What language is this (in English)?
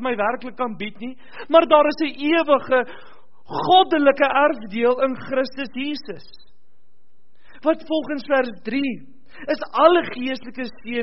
Afrikaans